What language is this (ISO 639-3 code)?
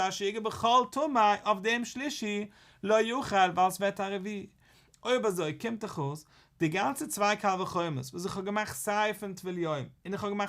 yid